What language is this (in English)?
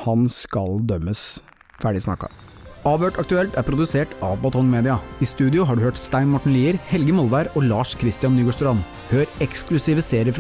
Norwegian